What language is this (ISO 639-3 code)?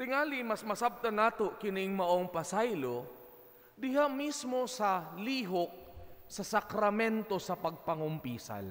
ceb